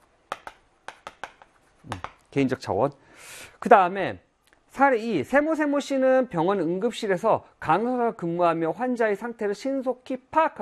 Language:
Korean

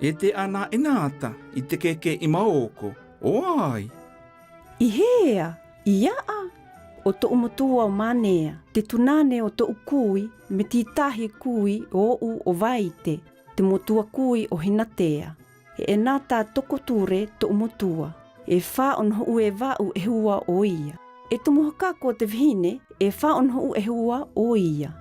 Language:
South Marquesan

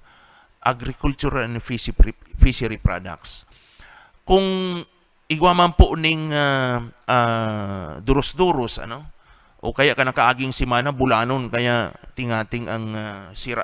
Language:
Bikol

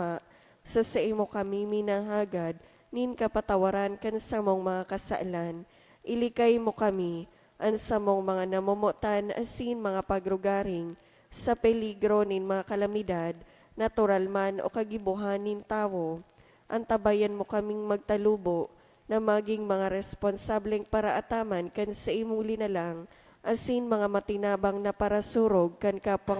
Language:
Bikol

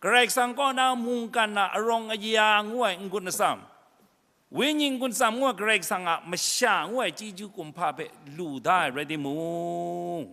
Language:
Kachin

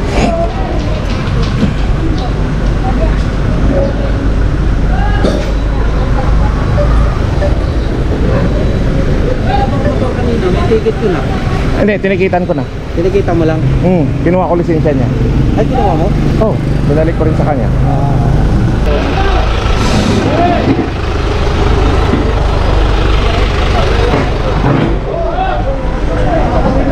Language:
Filipino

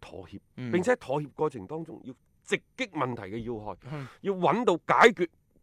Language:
Cantonese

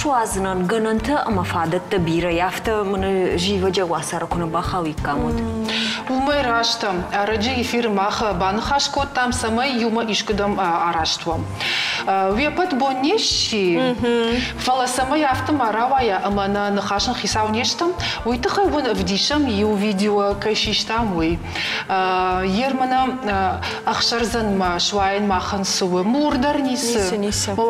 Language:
Ossetic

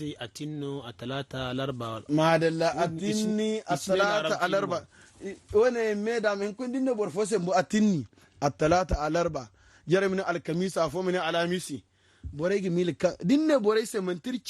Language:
Zarma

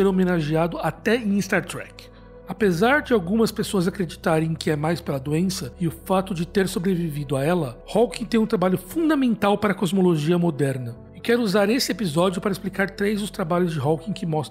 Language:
Portuguese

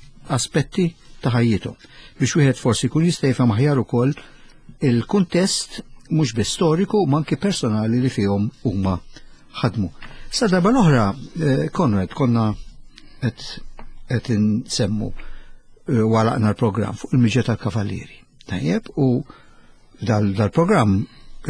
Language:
Maltese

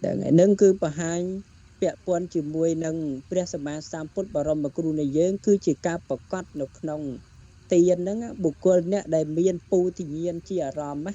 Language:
Khmer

